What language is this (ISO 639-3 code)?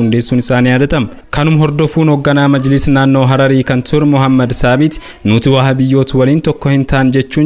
orm